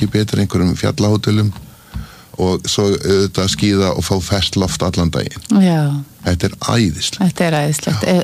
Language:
Icelandic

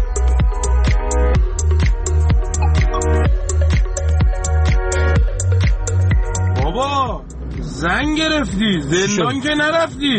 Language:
Persian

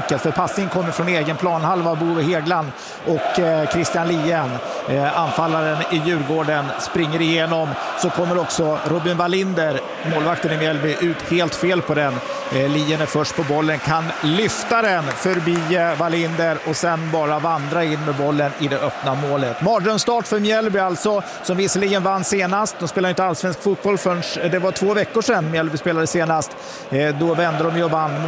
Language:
Swedish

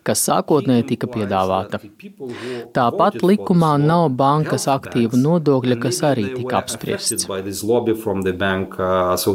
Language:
Latvian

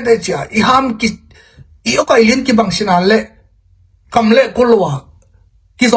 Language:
Tedim Chin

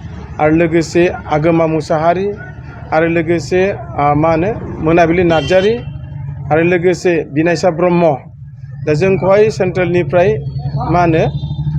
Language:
Bodo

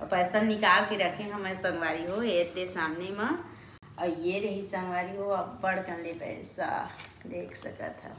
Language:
Chhattisgarhi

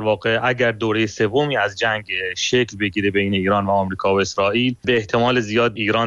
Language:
Persian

